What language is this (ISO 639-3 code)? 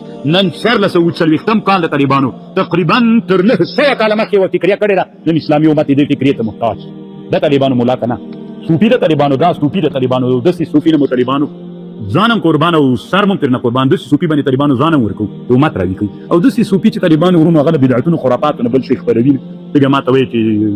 pus